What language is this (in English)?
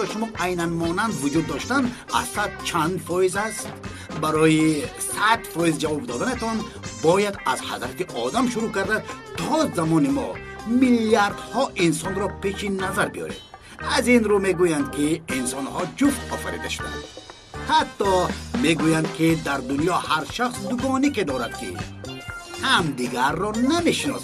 Tajik